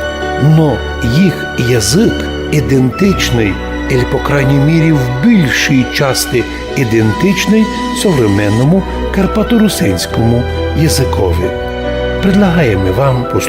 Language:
Rusyn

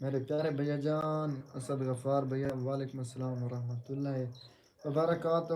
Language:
Saraiki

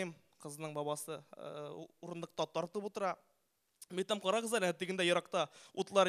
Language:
Tatar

